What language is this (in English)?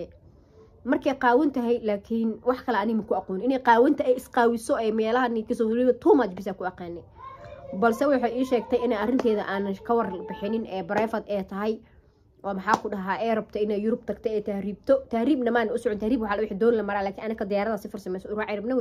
Somali